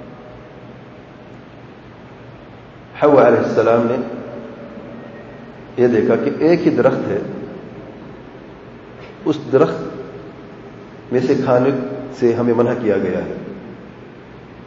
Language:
Urdu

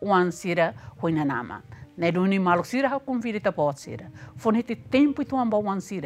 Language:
Tetum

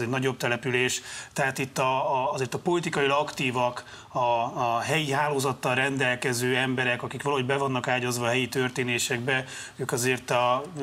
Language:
Hungarian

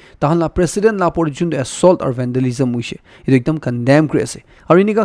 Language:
Naga Pidgin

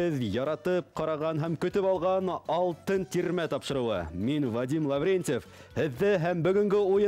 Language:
Bashkir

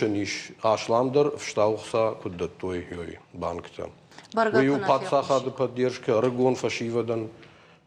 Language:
Ossetic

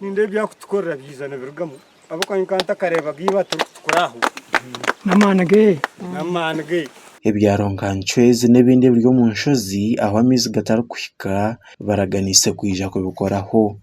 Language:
Nyankole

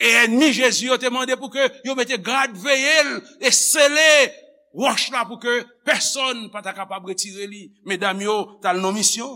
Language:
Haitian Creole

